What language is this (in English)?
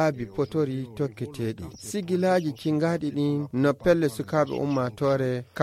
Fula